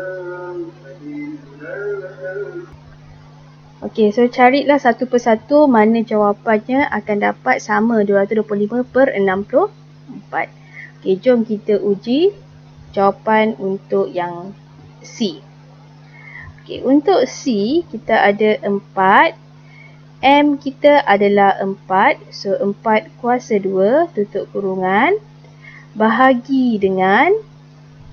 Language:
Malay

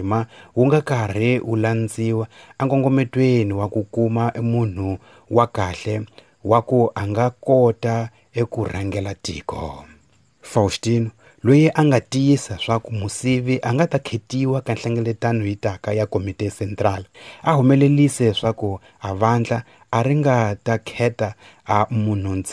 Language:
Tsonga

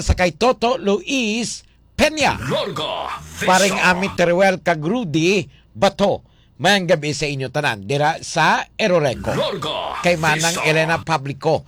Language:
Hiligaynon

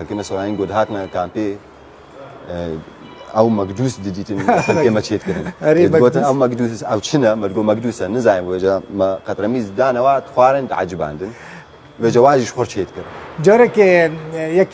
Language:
Kurdish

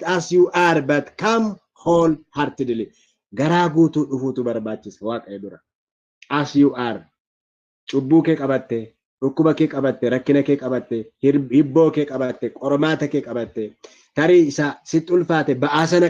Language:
Oromo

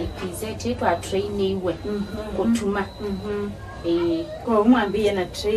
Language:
Kamba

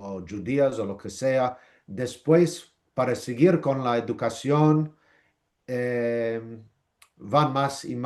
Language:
Ladino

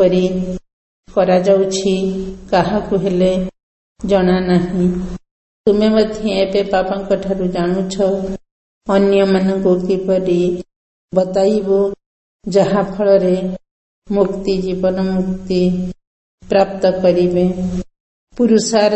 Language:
Odia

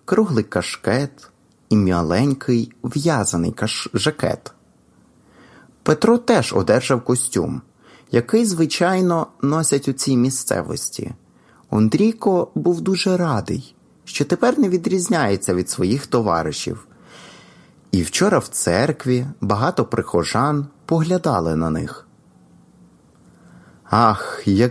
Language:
Ukrainian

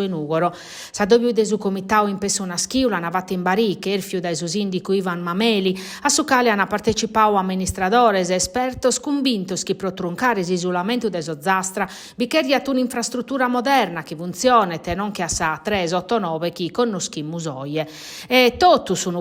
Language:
Sardinian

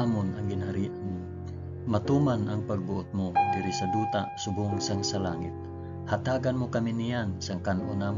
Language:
Hiligaynon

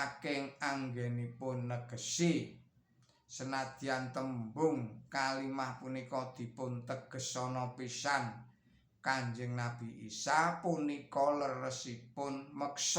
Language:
Javanese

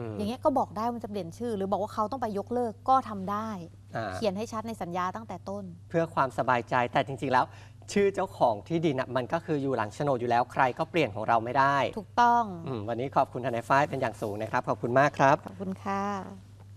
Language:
Thai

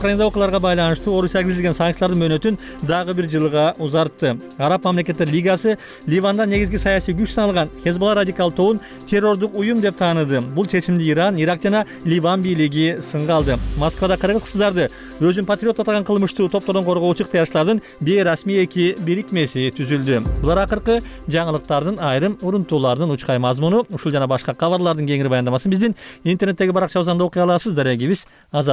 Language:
Kyrgyz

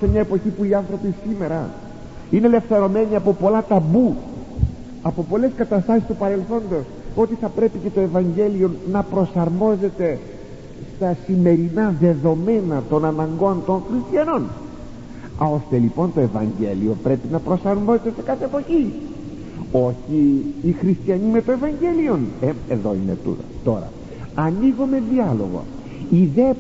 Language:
Greek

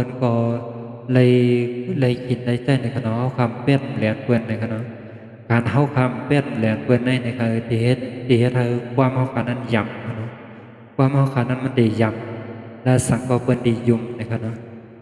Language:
Shan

